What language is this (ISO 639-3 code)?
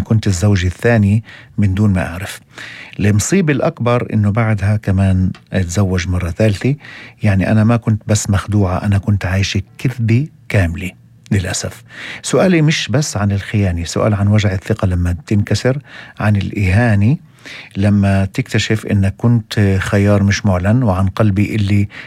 apc